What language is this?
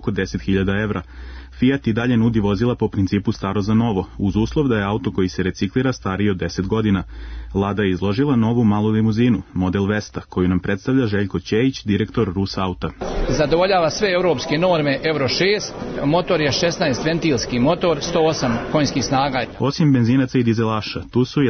Serbian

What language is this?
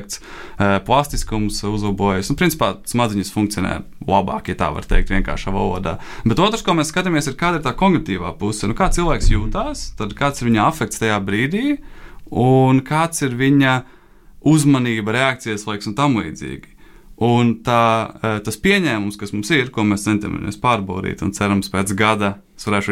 Latvian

